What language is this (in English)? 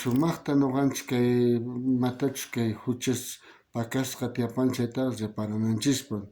South Bolivian Quechua